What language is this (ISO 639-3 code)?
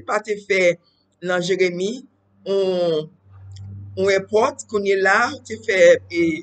hat